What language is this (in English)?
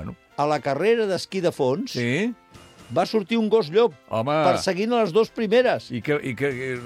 Catalan